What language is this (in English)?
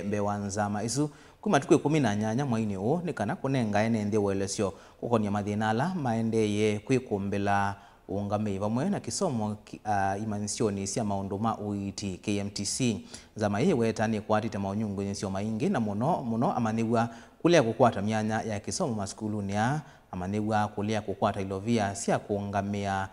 Kamba